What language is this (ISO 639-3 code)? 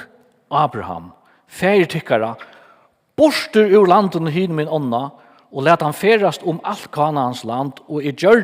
fao